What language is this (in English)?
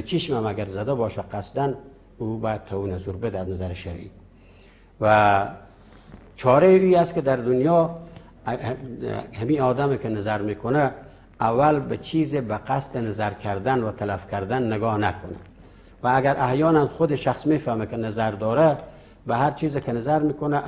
Persian